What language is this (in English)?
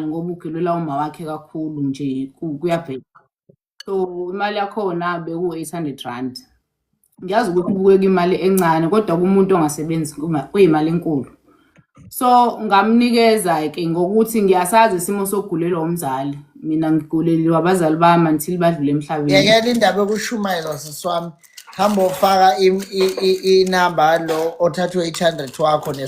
Zulu